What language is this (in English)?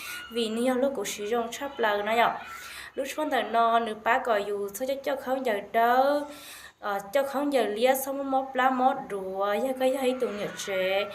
Hmong